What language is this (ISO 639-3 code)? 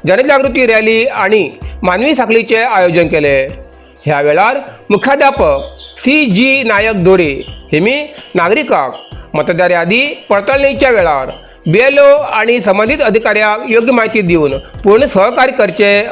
kok